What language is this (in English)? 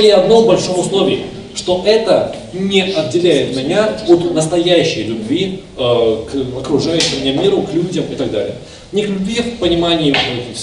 Russian